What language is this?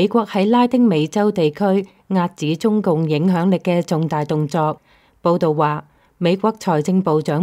Cantonese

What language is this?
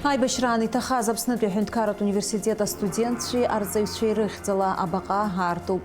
Abkhazian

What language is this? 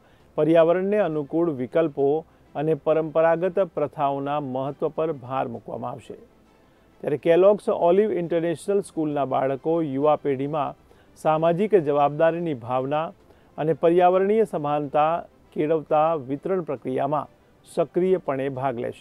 Gujarati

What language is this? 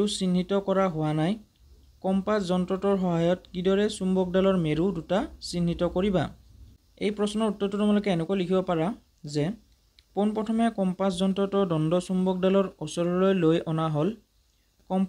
Assamese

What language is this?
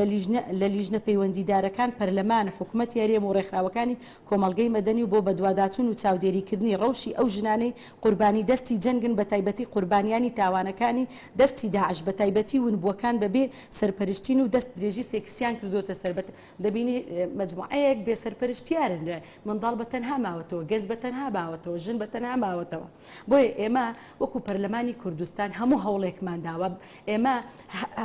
Central Kurdish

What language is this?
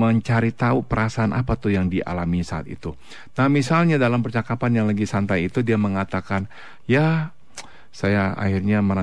Indonesian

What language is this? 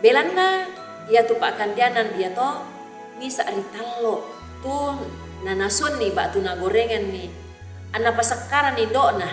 Toraja-Sa'dan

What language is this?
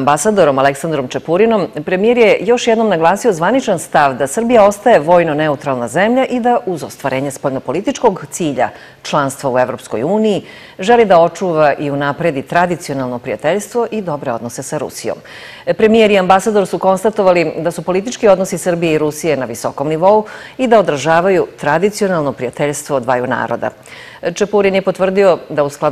Serbian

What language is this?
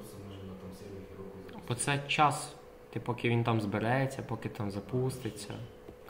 Ukrainian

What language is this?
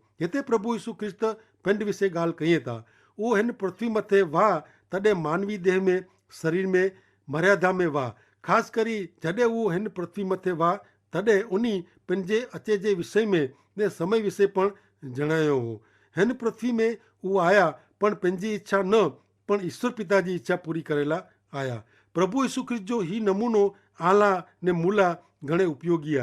Kachhi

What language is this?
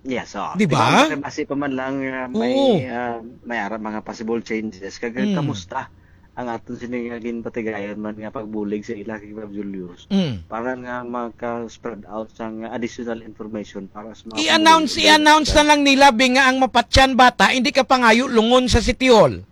Hiligaynon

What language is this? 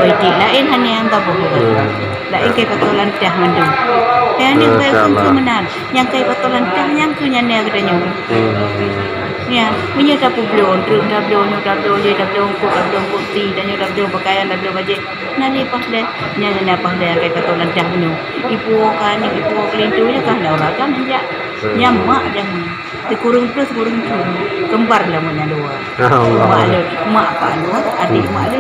Achinese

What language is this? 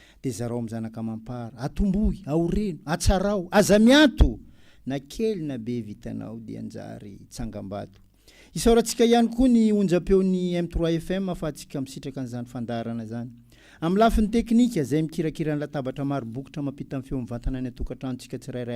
Malagasy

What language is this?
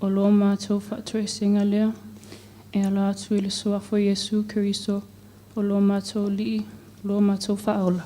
Samoan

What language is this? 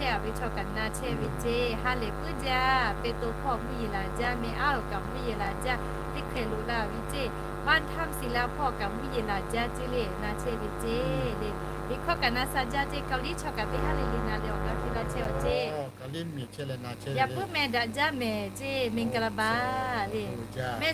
Lahu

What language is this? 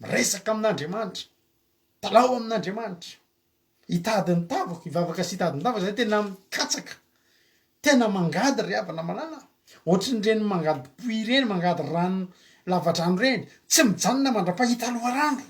Malagasy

